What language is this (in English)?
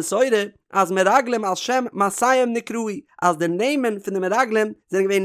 Yiddish